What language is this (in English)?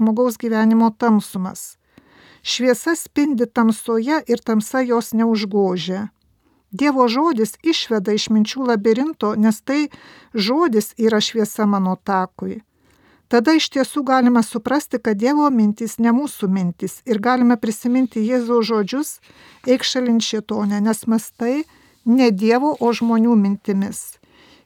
Lithuanian